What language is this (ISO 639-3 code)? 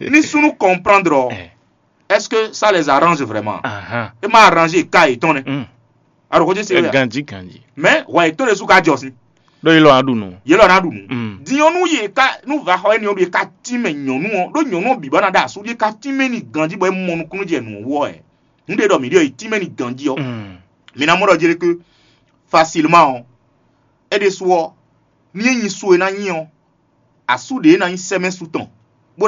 fon